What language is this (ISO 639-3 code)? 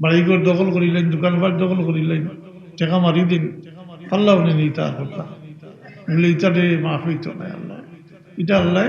syl